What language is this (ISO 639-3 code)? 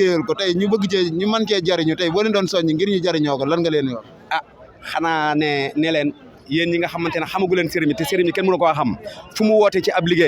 wol